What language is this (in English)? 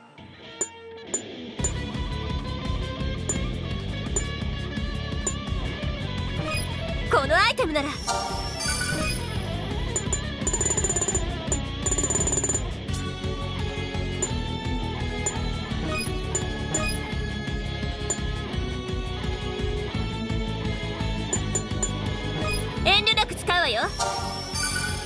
Japanese